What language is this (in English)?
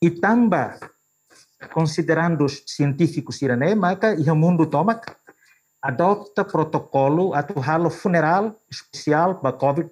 Tetum